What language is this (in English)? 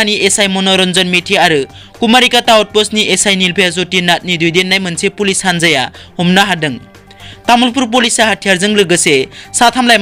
Bodo